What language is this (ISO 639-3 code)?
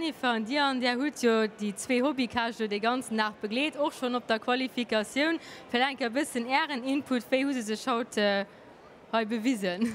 ltz